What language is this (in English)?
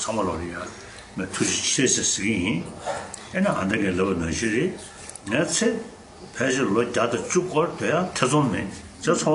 Tibetan